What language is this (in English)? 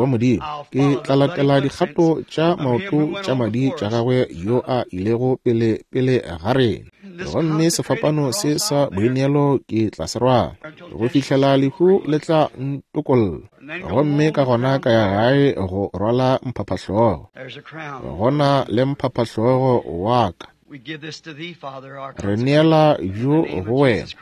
Northern Sotho